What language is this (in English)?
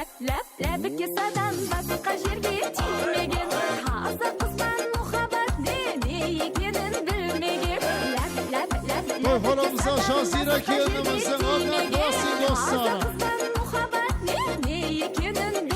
Kara-Kalpak